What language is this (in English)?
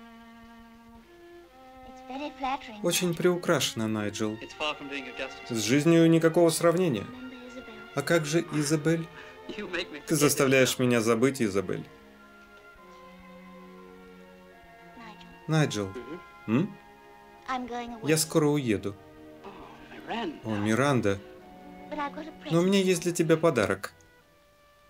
Russian